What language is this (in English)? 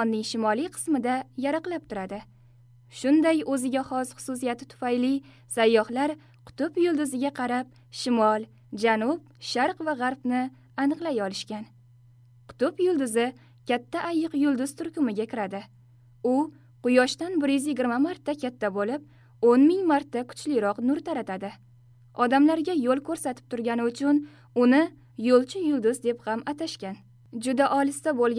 Uzbek